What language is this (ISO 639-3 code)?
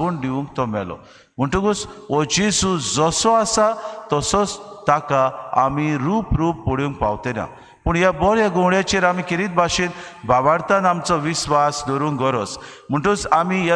kok